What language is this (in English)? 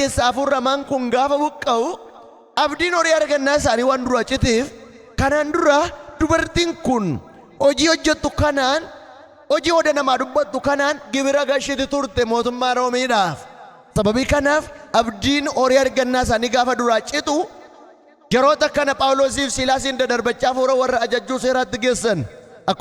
Oromo